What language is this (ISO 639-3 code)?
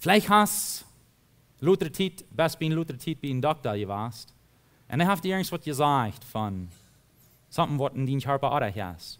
pdt